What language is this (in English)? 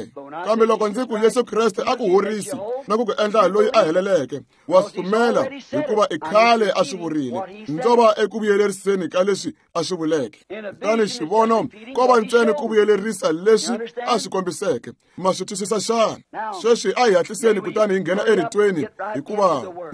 Tsonga